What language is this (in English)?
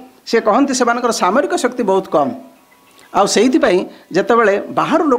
Odia